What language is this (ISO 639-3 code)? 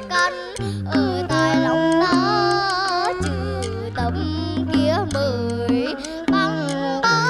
vie